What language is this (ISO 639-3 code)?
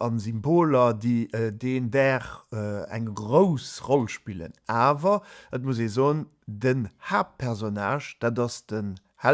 ltz